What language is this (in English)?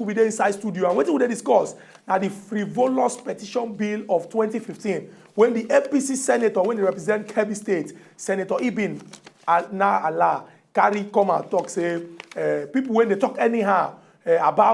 Nigerian Pidgin